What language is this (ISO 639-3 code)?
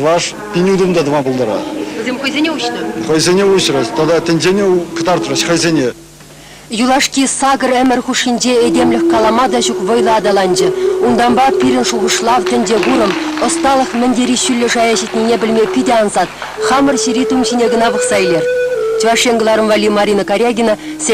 chv